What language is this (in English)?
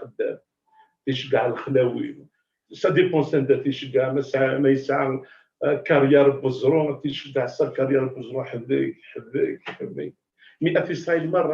Kabyle